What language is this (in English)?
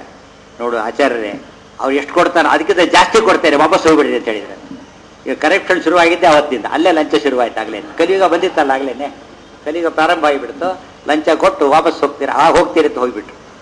Kannada